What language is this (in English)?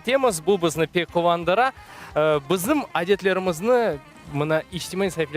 Crimean Tatar